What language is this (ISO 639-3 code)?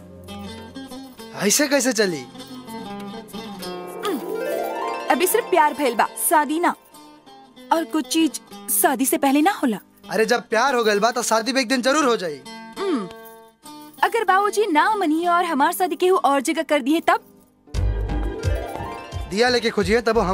bho